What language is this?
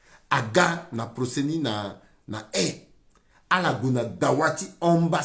Sango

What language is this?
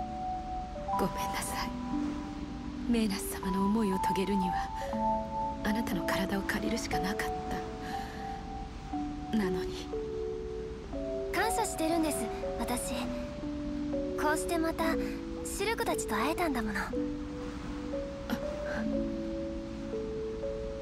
Japanese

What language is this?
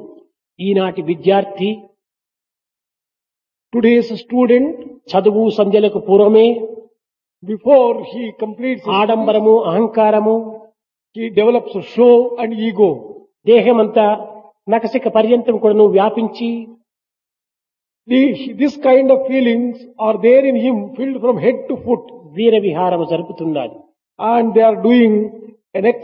Telugu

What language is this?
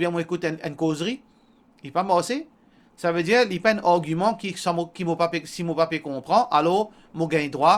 Morisyen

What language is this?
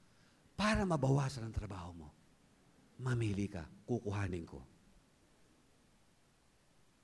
Filipino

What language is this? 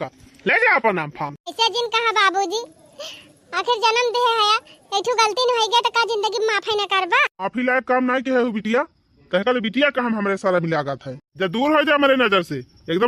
Awadhi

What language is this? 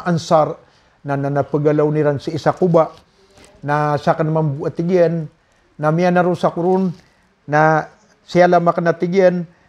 Maranao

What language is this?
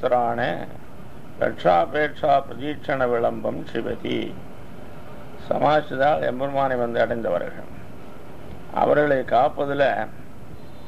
Tamil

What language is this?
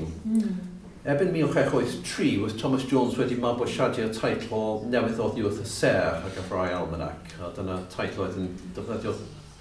Welsh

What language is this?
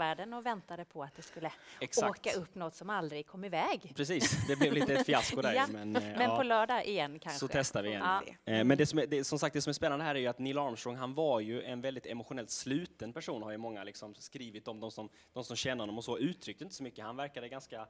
Swedish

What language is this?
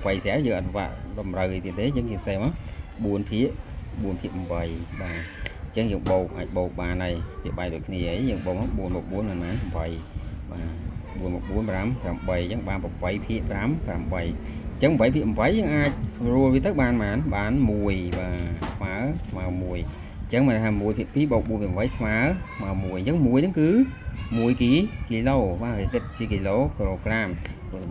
Khmer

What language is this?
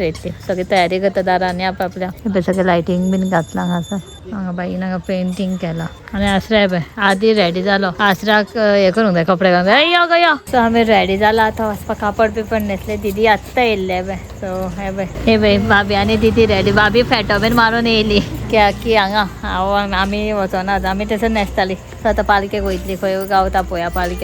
Konkani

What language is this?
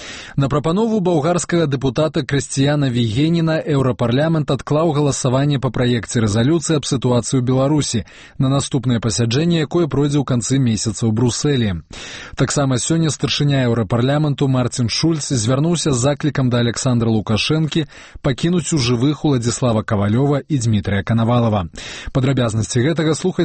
Belarusian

